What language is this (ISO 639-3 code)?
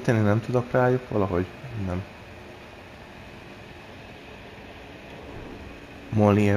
hun